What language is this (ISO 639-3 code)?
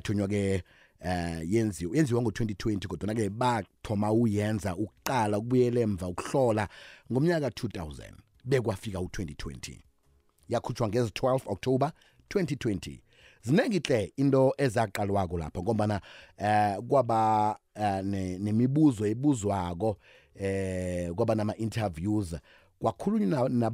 nbl